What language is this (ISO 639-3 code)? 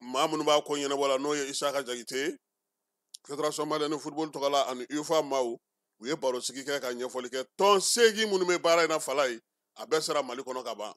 bam